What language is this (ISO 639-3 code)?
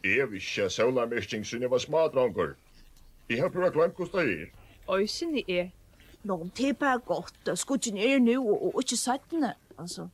fao